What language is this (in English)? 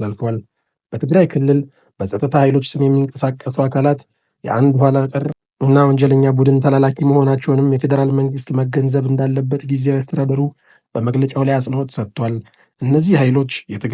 Amharic